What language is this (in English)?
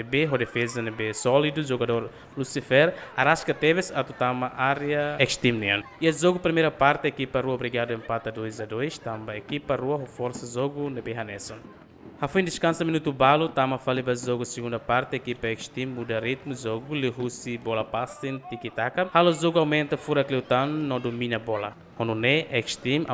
Tetum